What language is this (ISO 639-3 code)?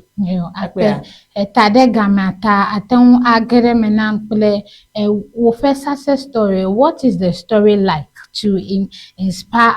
ewe